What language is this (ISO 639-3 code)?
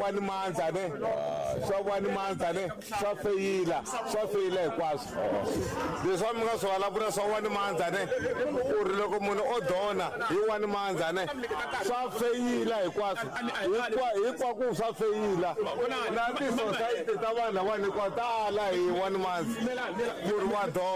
tso